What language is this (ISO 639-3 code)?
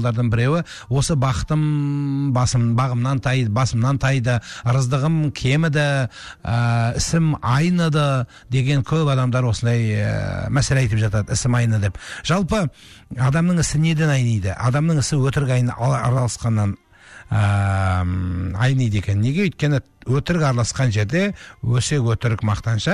kaz